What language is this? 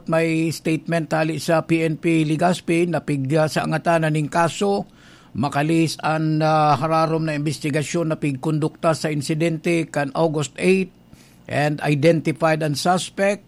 Bikol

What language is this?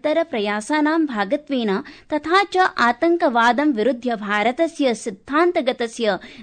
Sanskrit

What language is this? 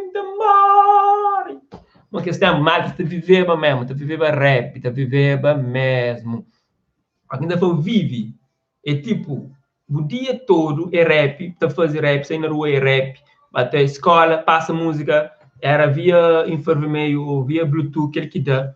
Kabuverdianu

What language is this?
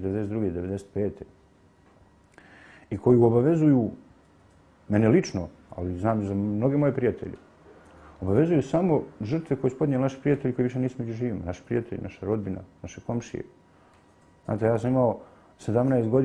Bosnian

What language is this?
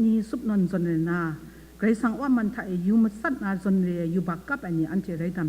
Kachin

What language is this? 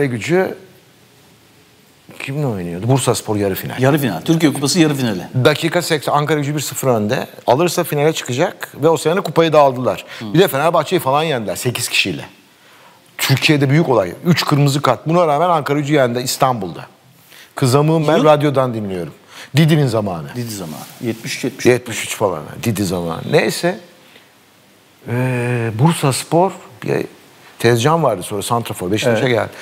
Turkish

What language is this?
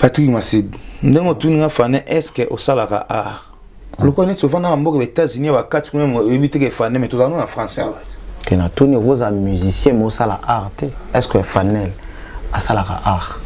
Lingala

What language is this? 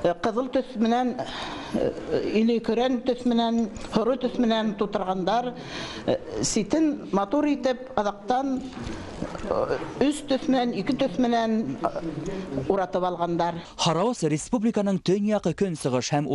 Bashkir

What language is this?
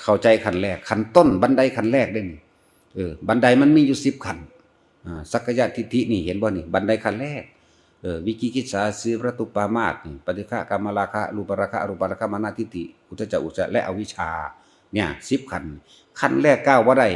Northeastern Thai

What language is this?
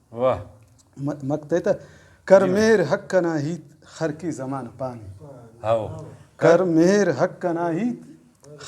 Brahui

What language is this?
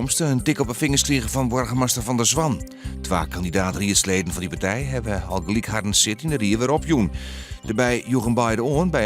Western Frisian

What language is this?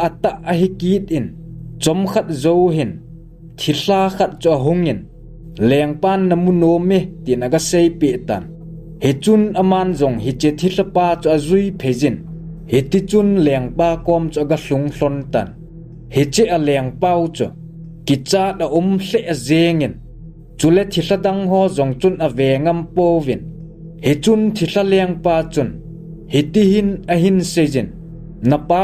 Thado Chin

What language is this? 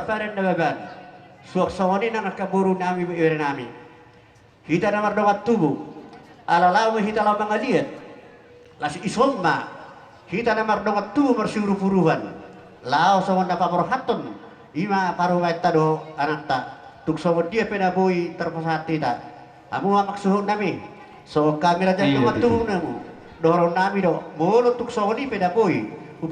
Batak Toba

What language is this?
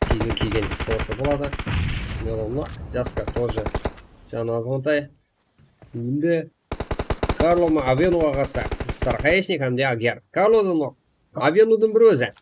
Kara-Kalpak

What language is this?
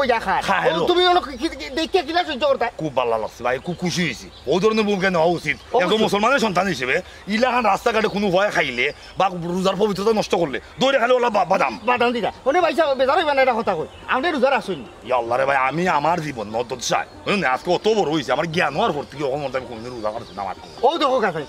Sylheti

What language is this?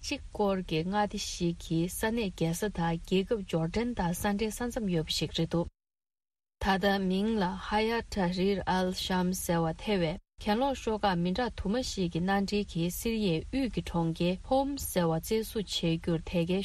Tibetan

